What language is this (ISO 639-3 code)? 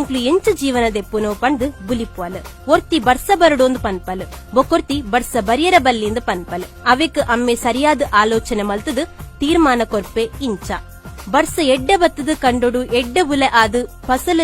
tcy